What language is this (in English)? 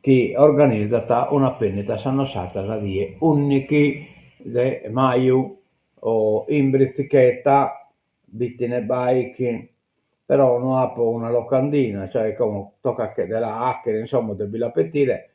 Sardinian